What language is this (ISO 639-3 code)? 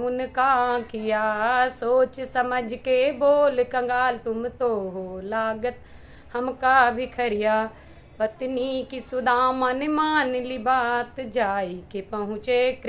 awa